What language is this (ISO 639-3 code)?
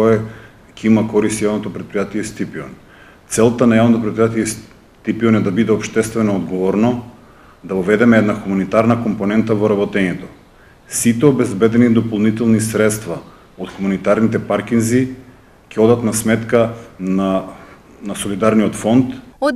mkd